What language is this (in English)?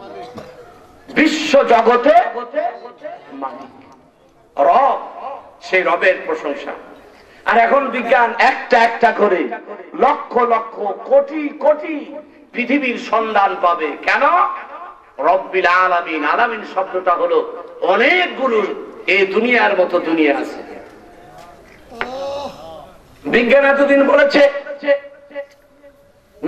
Bangla